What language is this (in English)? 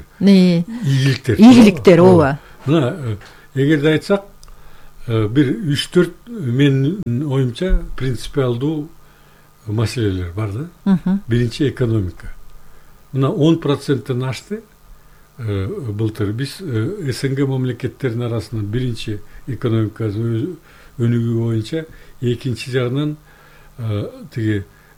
Kyrgyz